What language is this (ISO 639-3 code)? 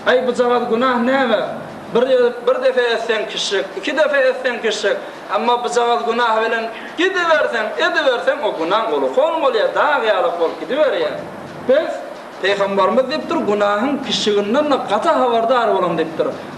tuk